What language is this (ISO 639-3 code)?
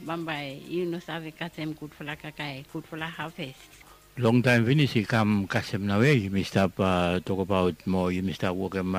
bis